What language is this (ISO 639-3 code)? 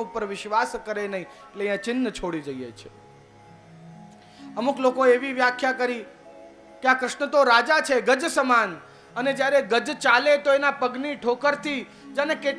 guj